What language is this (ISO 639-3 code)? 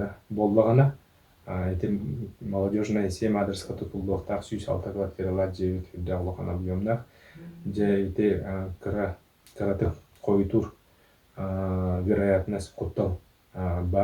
sah